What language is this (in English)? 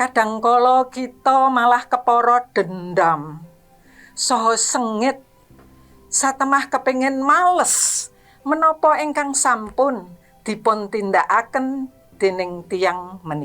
Javanese